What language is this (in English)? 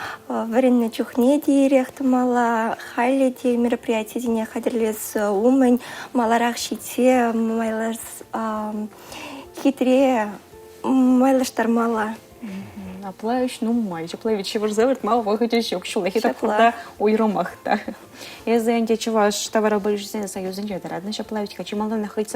Chuvash